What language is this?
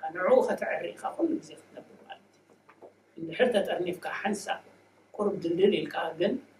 Tigrinya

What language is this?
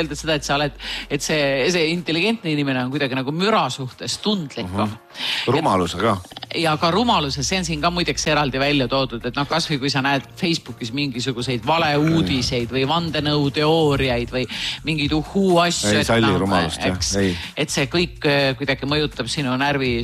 Estonian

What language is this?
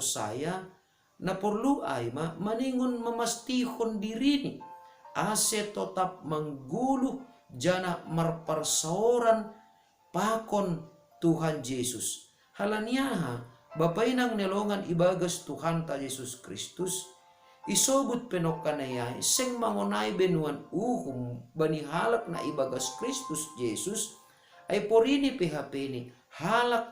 Batak Simalungun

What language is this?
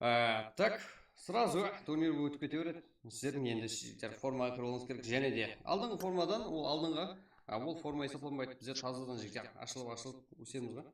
Kara-Kalpak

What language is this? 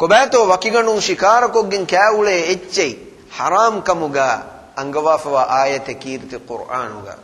Divehi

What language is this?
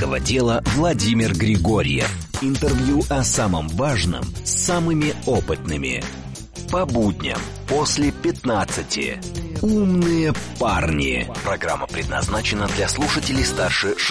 Russian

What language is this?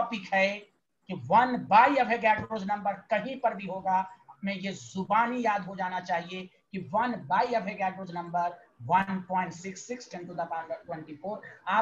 Hindi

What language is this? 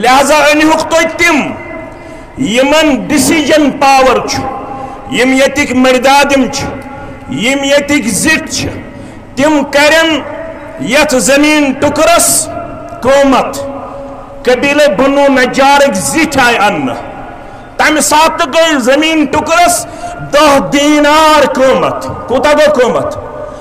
Kashmiri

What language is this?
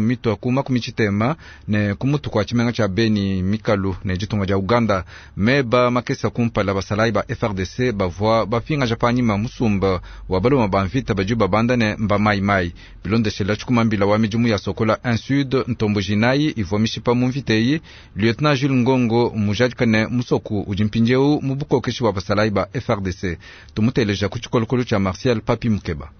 Luba-Lulua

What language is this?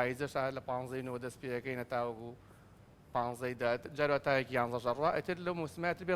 Central Kurdish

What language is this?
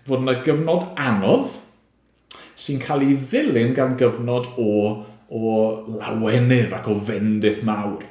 Welsh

